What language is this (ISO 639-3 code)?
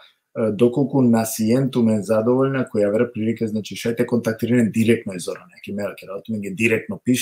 rmn